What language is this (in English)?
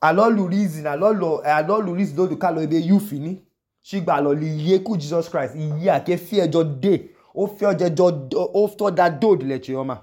Idoma